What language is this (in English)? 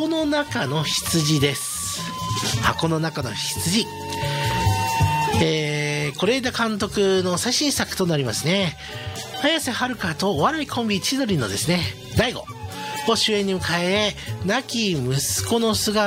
Japanese